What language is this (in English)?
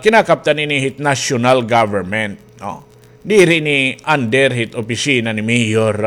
Waray